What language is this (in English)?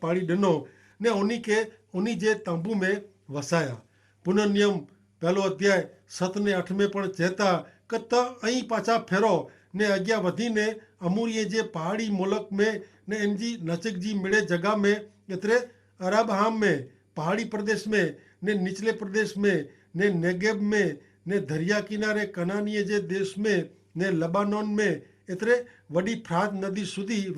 Kachhi